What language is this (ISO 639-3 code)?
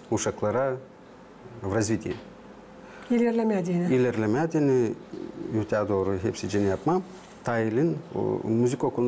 gag